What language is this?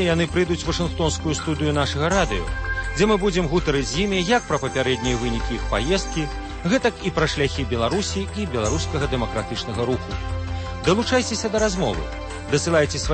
Belarusian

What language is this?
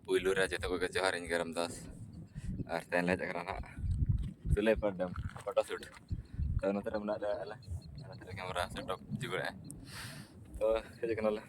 Santali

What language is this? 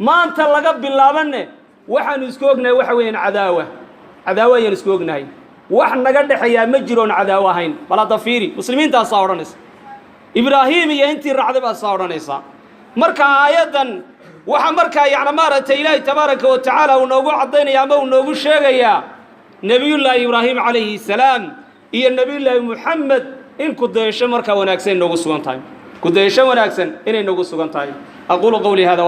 Somali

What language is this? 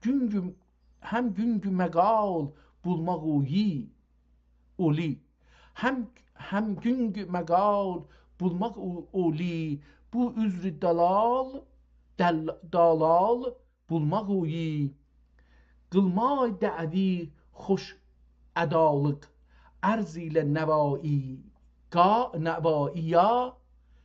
South Azerbaijani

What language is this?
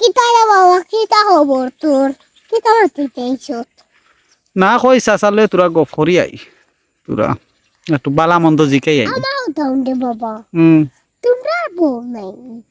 Sylheti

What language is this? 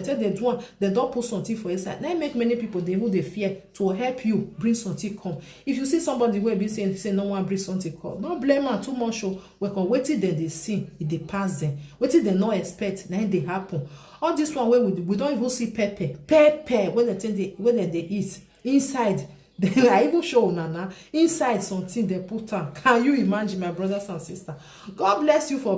Nigerian Pidgin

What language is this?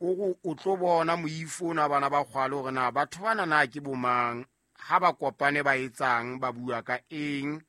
Southern Sotho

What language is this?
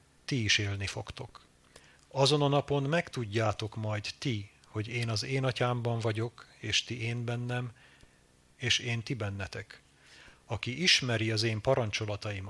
Hungarian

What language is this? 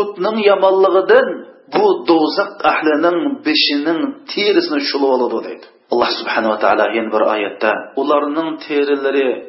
Uyghur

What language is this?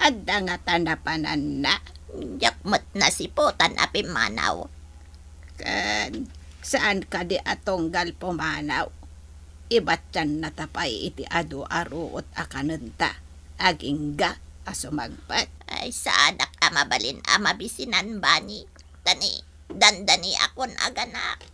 Iloko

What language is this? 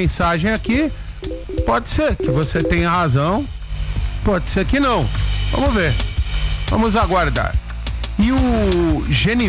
Portuguese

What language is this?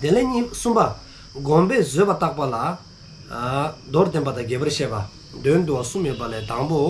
Dzongkha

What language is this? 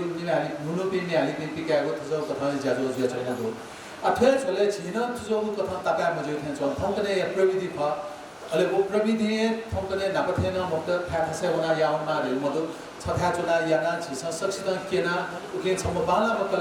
Newari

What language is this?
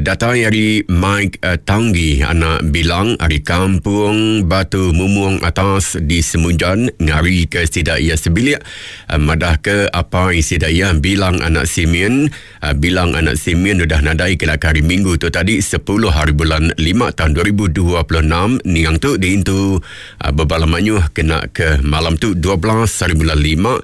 Iban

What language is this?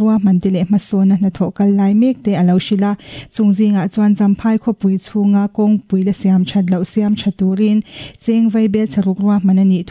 Mizo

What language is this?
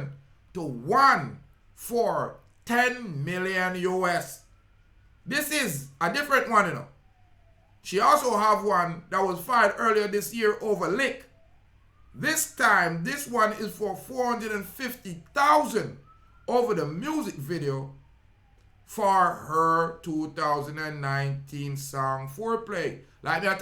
Jamaican Creole English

